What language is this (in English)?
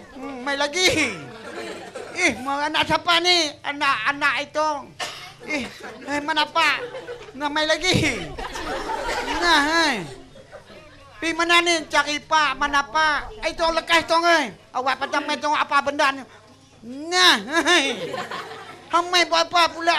Malay